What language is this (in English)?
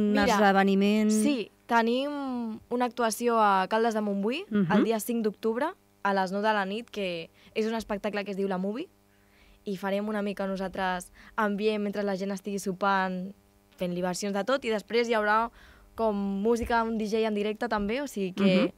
Catalan